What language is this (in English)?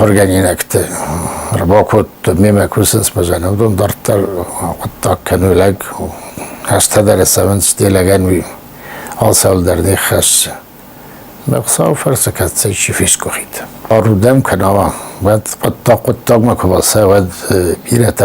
Ossetic